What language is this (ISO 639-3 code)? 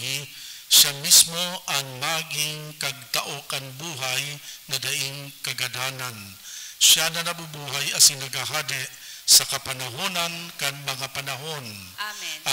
bik